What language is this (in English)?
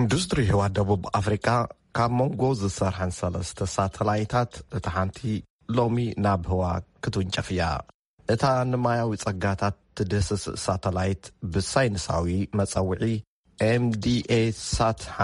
Tigrinya